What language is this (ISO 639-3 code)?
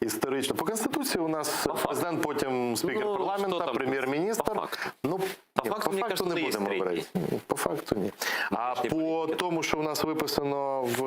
crh